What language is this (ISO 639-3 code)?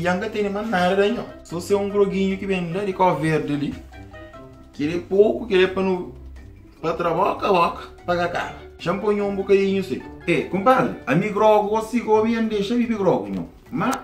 kea